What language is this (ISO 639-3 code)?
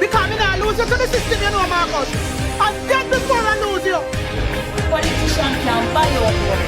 jam